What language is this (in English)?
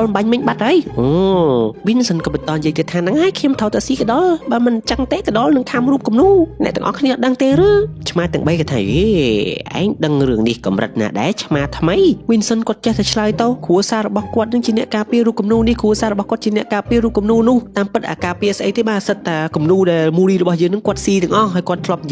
Khmer